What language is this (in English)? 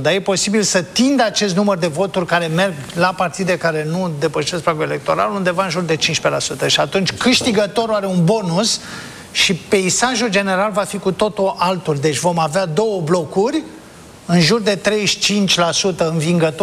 Romanian